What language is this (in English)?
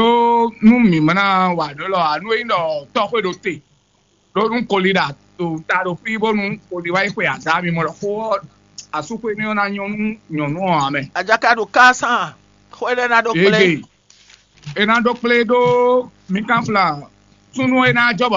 Fon